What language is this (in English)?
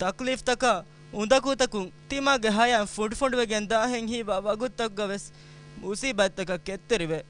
Divehi